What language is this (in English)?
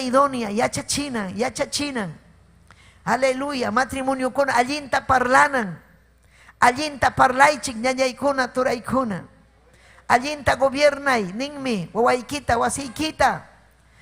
Ayacucho Quechua